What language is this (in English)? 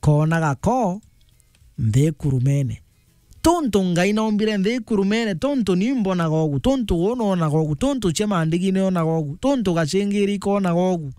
Meru